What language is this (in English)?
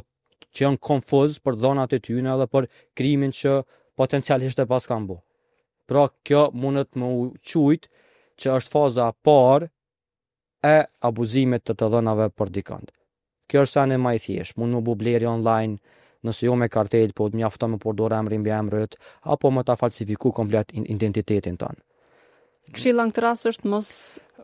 Albanian